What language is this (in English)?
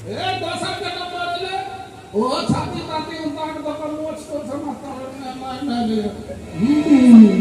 Maithili